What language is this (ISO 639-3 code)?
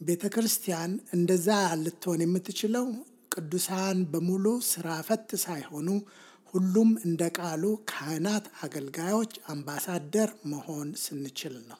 amh